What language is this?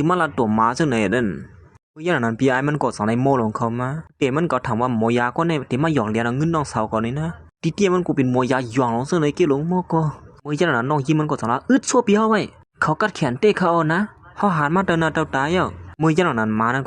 Shan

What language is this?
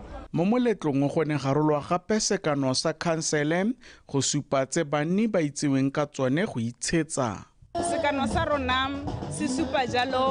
Tswana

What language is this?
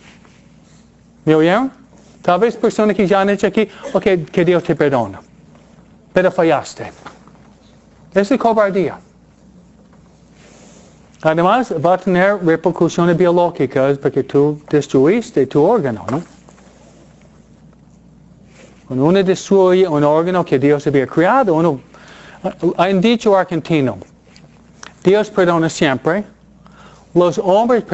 Spanish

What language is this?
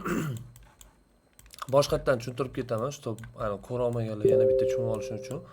Uzbek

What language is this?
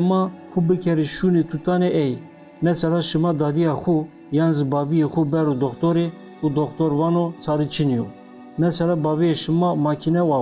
Zaza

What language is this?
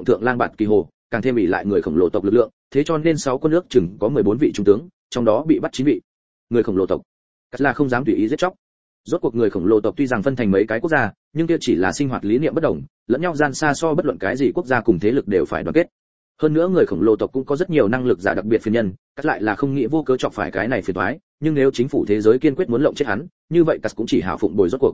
Vietnamese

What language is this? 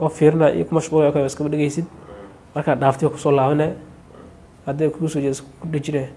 Somali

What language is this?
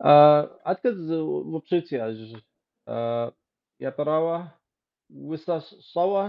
Kabardian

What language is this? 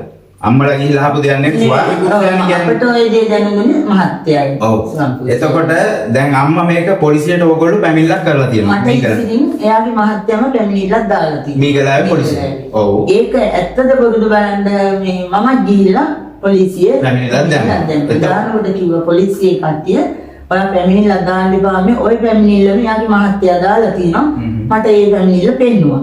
Sinhala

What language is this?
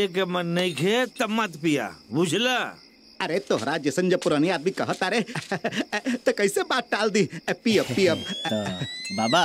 Bhojpuri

